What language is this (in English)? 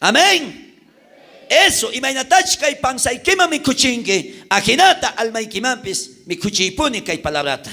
South Bolivian Quechua